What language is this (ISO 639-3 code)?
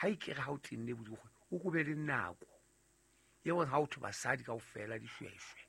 sot